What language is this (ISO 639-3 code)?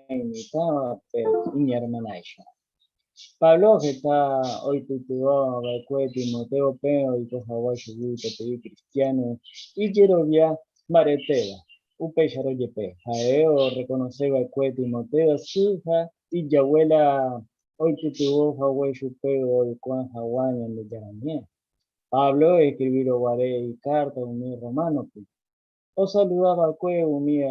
grn